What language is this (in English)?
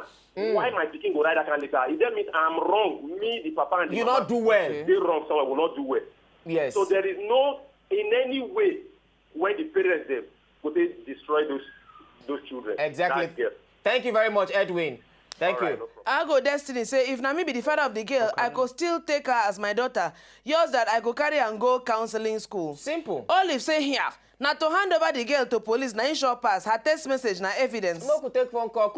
Nigerian Pidgin